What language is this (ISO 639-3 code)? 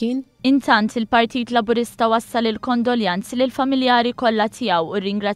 mlt